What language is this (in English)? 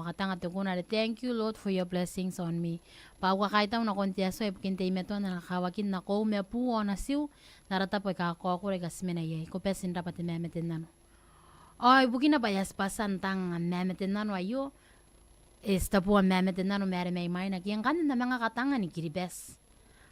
Gilbertese